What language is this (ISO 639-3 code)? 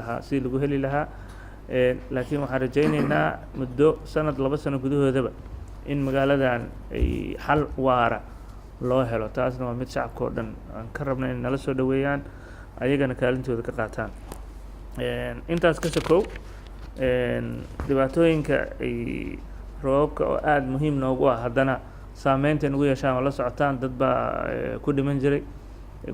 som